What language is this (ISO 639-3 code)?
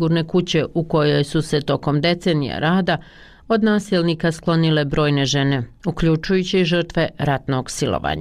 bos